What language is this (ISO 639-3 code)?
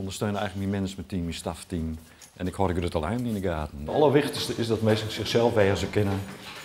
fry